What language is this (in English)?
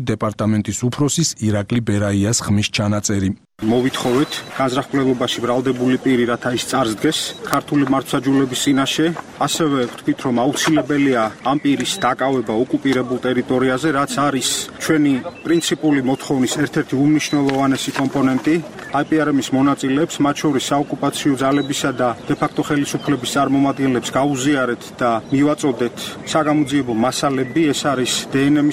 Georgian